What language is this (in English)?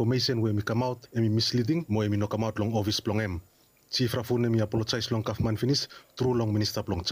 Bislama